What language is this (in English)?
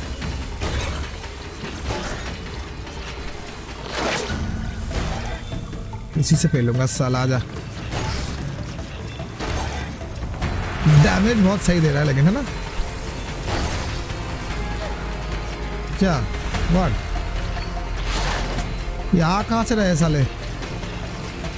Hindi